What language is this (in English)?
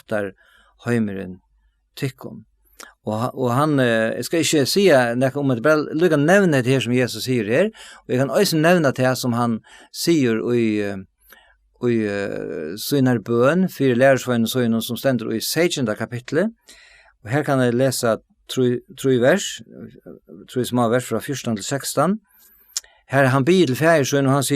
Faroese